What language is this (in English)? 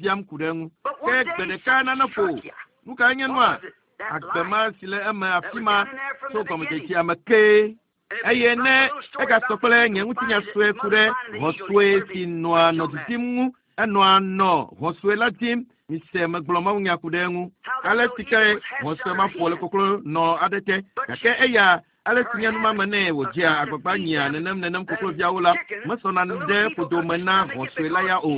Ewe